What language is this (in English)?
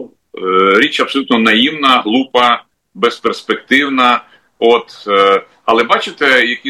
Ukrainian